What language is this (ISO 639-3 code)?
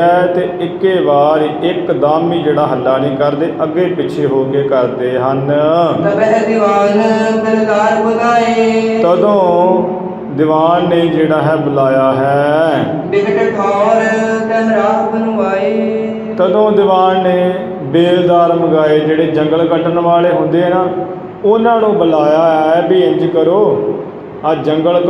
pan